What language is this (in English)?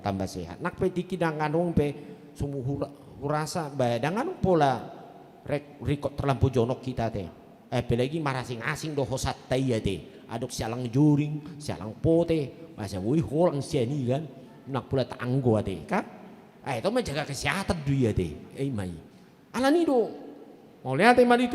Batak Toba